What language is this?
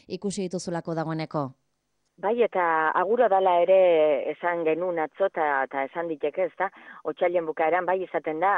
Basque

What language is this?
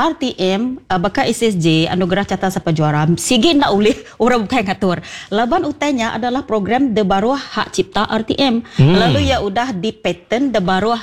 Iban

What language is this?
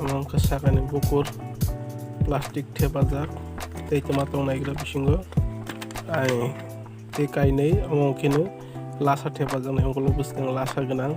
Kok Borok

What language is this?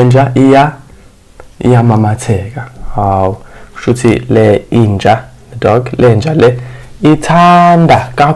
Zulu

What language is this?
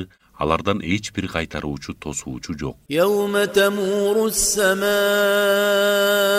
Kyrgyz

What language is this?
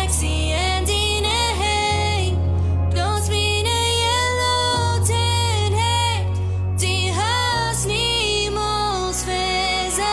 Plautdietsch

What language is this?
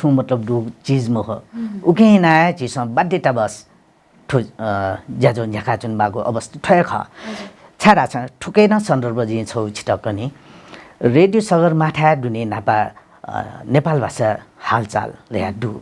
Newari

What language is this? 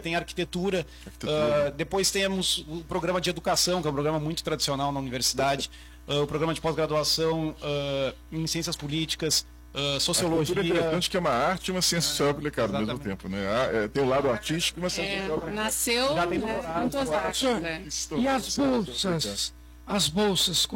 Portuguese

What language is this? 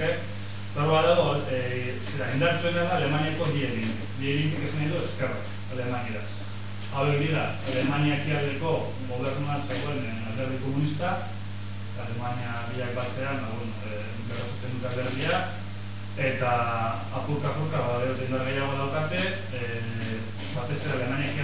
Basque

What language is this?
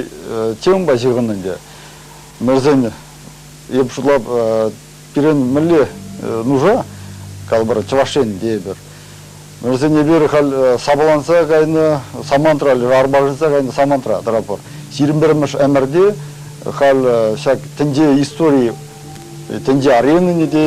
Chuvash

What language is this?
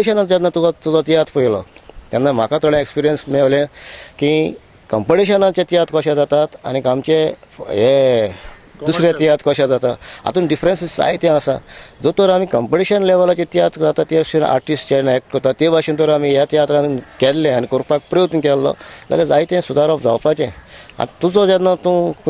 Konkani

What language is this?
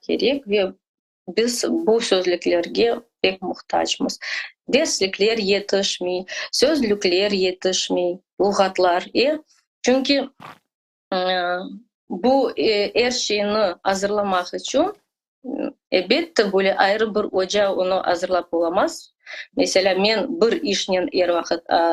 Crimean Tatar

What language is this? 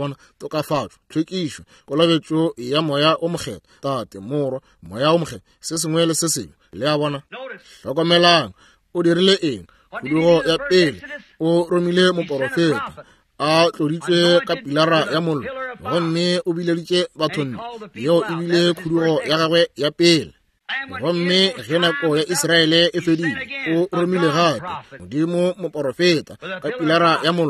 Northern Sotho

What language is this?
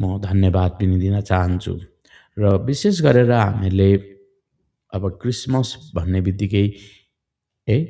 Nepali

